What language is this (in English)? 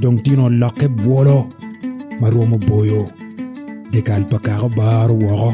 Acoli